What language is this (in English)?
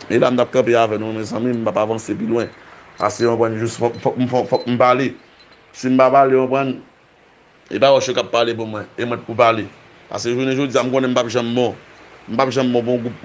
Haitian Creole